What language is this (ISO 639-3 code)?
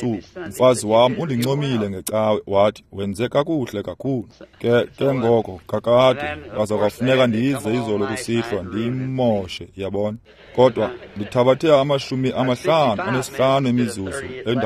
xho